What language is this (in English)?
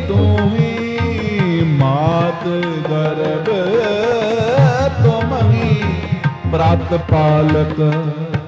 Punjabi